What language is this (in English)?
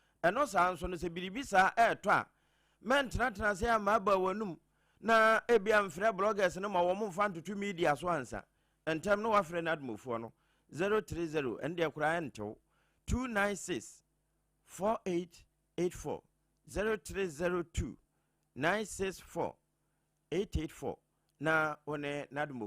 Akan